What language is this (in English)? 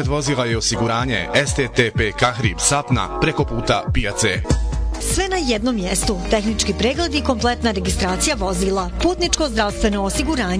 Bosnian